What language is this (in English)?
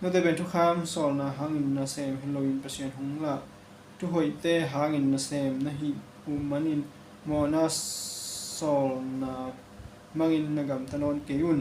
Tedim Chin